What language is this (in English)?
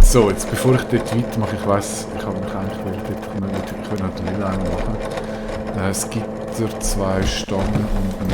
Swiss German